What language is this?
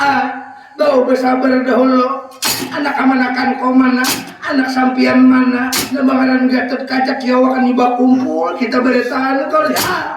Banjar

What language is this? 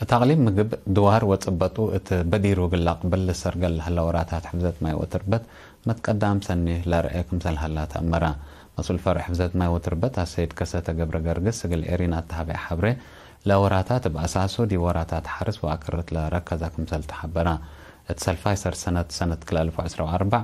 Tigre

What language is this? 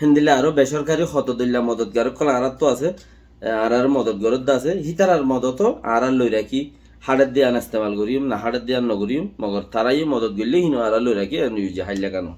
Rohingya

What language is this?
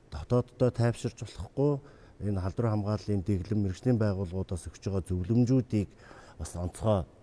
Mongolian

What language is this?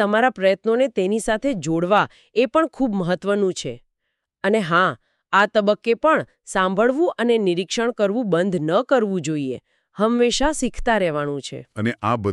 Gujarati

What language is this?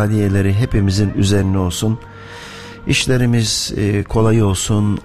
Turkish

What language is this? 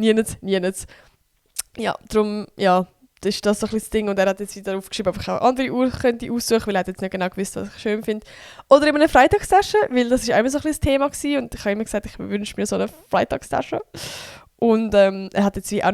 Swiss German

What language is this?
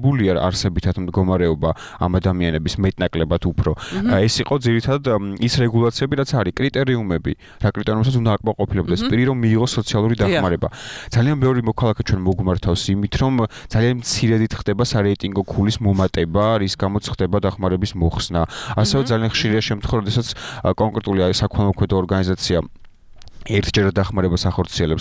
Georgian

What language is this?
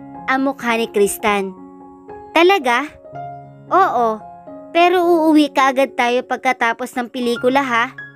Filipino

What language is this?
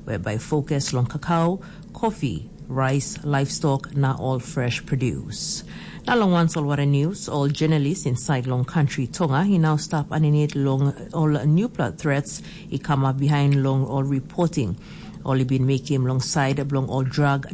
Tok Pisin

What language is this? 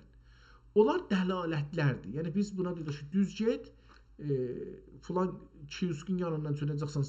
South Azerbaijani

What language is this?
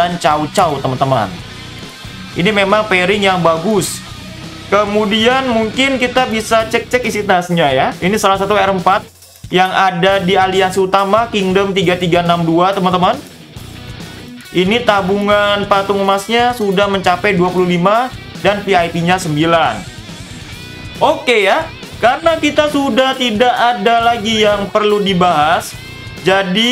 Indonesian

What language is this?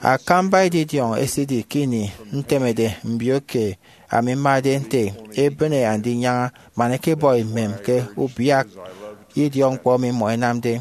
Efik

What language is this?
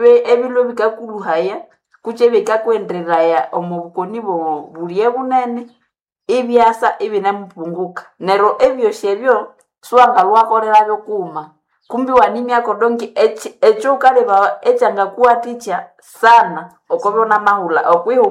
Nande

